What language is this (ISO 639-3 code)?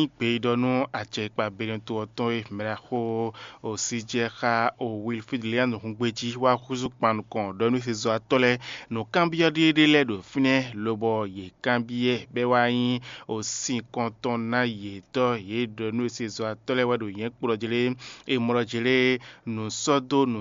fon